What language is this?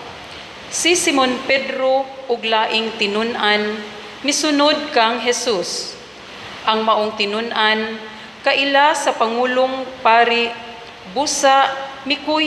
Cebuano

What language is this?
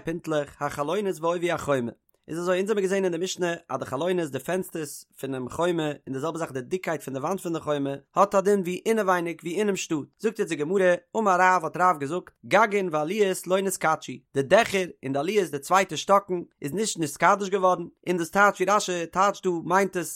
Yiddish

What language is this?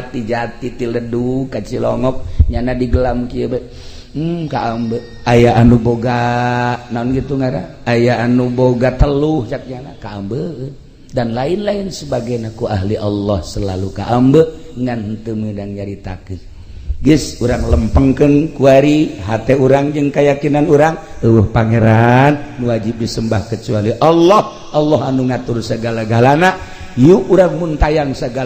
Sundanese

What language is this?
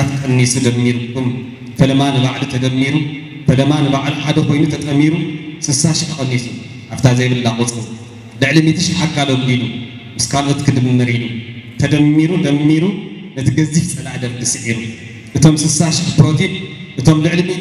Tigrinya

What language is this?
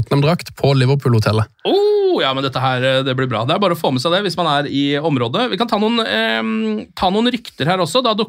Norwegian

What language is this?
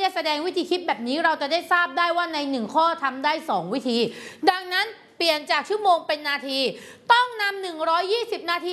Thai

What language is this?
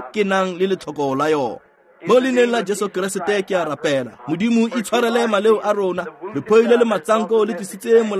Tswana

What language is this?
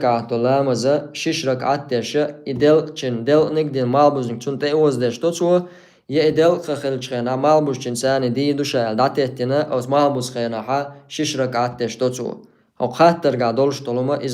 Chechen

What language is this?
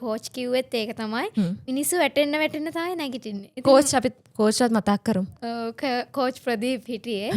Sinhala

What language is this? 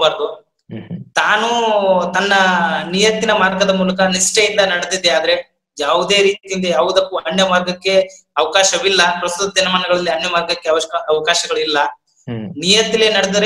Kannada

